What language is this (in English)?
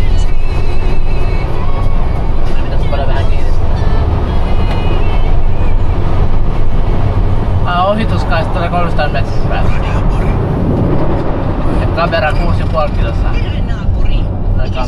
Finnish